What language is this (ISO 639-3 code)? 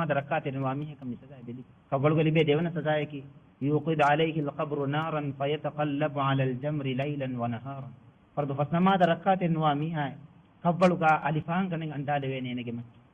div